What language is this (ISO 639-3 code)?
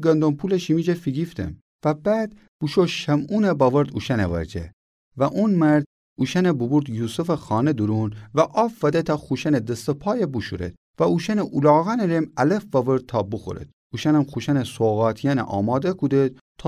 glk